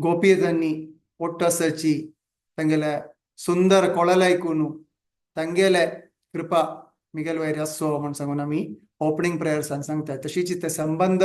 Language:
Konkani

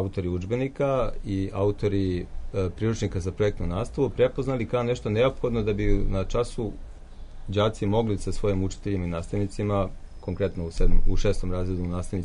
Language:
Serbian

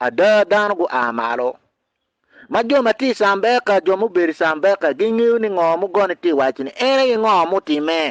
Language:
Acoli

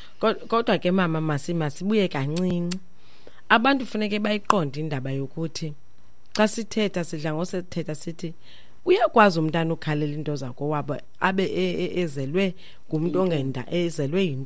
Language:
Xhosa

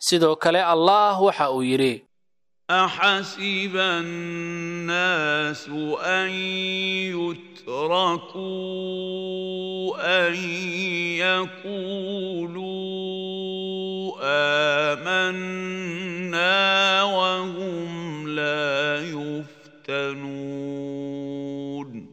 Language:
Somali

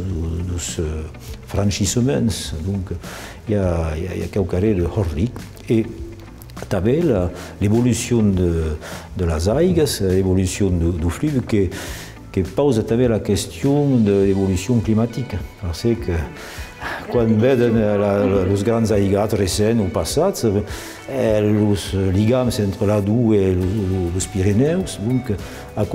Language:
Occitan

